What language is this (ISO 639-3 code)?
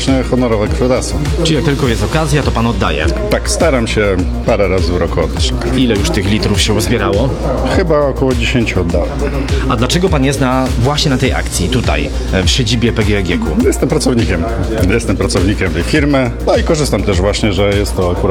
pol